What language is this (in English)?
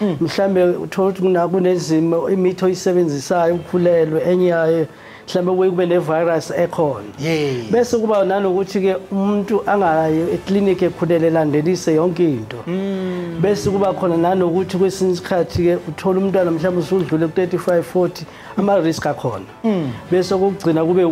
Zulu